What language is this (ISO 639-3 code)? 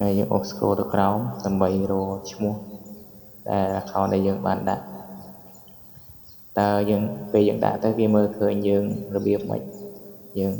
khm